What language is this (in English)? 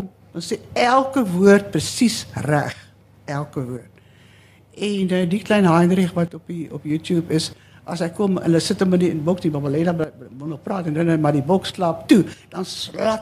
Afrikaans